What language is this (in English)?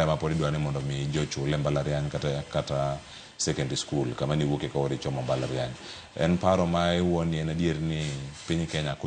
Luo (Kenya and Tanzania)